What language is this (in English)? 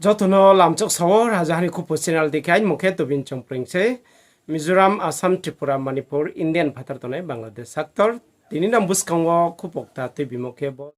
Riang (India)